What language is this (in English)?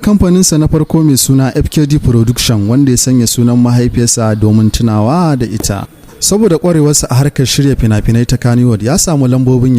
Hausa